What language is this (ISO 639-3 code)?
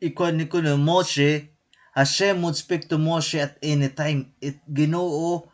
war